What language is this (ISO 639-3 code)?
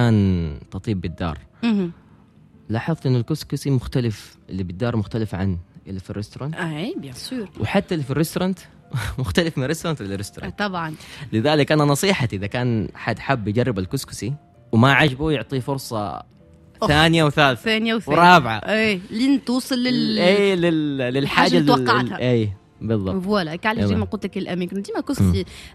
aeb